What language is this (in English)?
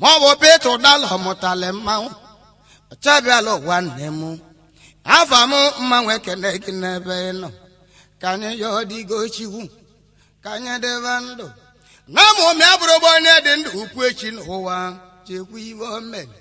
Igbo